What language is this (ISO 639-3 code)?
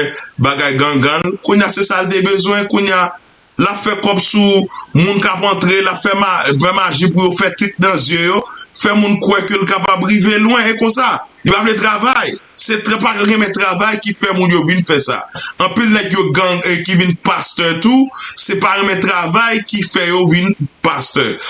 hat